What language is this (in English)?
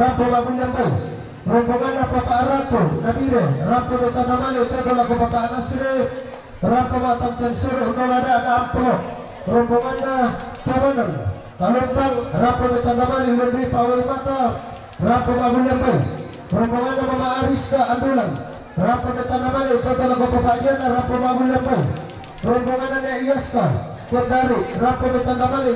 Toraja-Sa'dan